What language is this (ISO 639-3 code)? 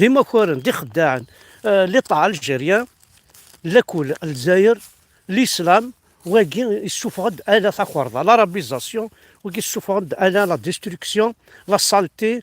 kab